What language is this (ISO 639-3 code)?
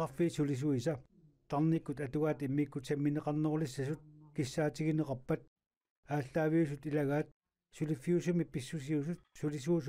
kal